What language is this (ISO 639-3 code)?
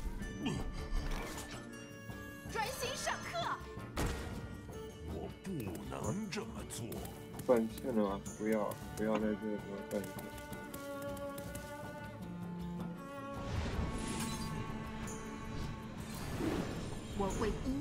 zho